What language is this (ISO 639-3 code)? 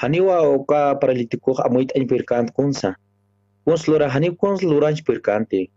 aym